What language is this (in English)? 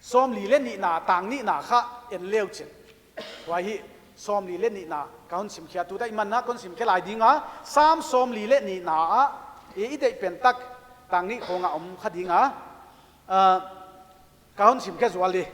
Paite Chin